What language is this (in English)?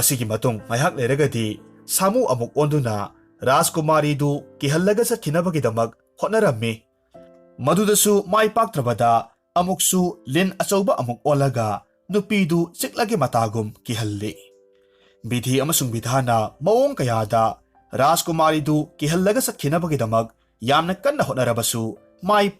Manipuri